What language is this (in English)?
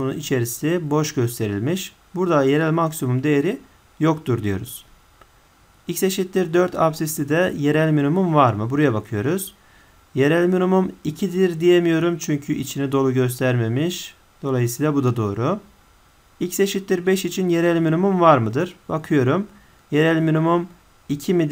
Turkish